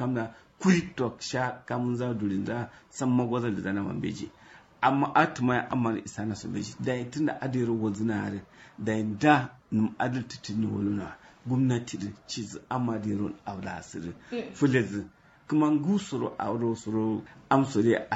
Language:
Kanuri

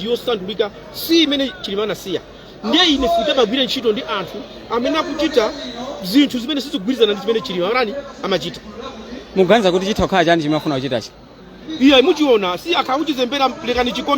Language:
Nyanja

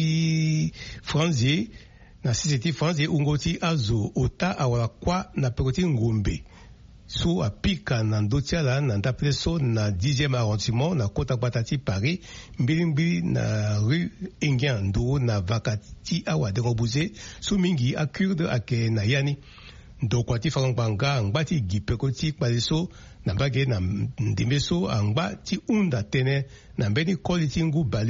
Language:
Sango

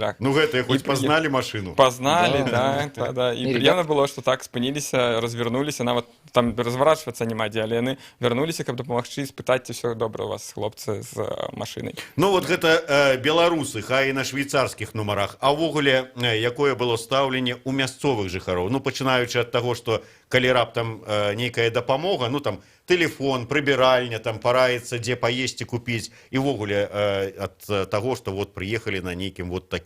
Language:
Belarusian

